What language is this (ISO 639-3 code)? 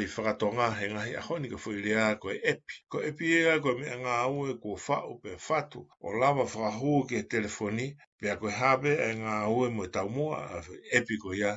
ton